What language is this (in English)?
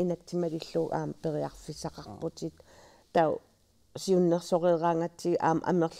Kalaallisut